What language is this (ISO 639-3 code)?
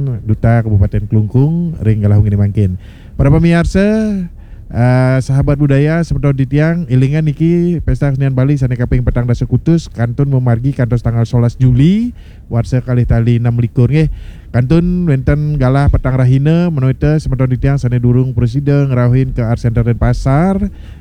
ban